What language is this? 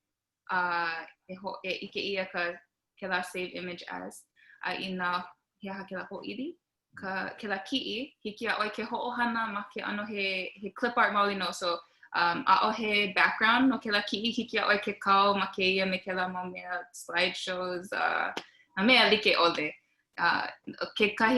Hawaiian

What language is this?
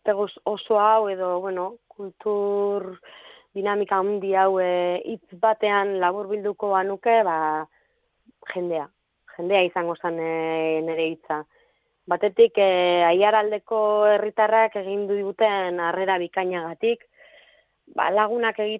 Basque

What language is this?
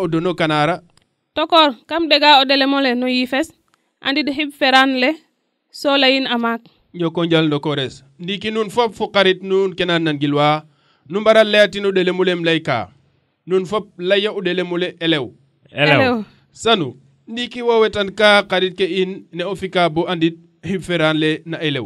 Serer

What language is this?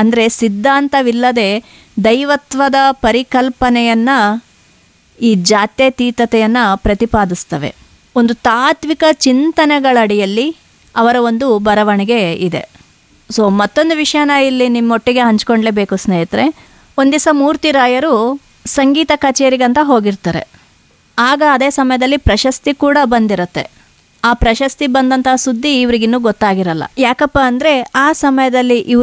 Kannada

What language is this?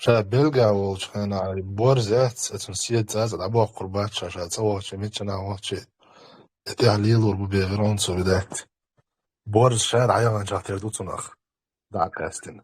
Chechen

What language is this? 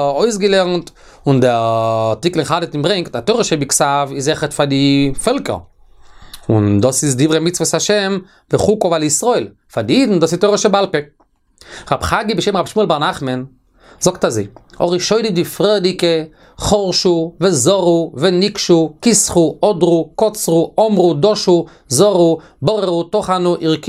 Yiddish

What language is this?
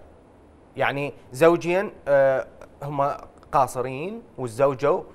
Mesopotamian Arabic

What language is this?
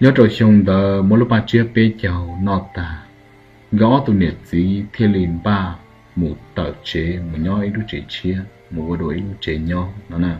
Hmong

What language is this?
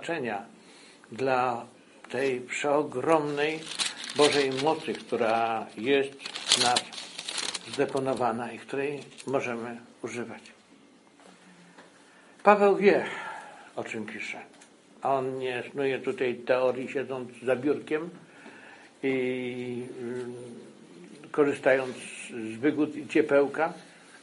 Polish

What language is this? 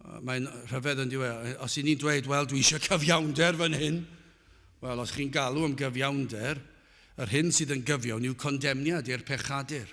Welsh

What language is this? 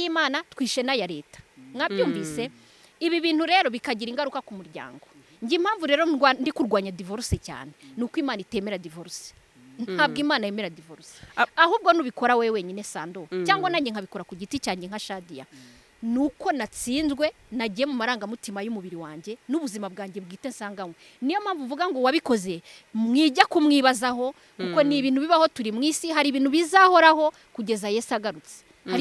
Kinyarwanda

